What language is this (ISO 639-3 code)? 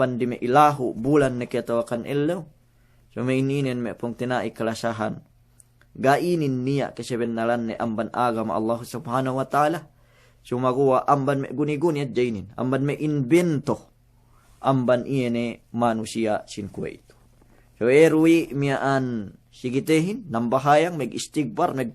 yka